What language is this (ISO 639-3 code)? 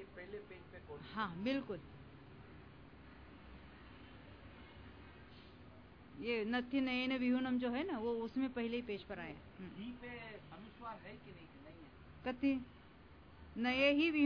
hin